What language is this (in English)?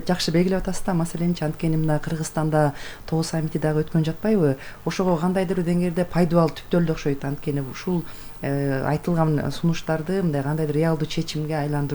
Kyrgyz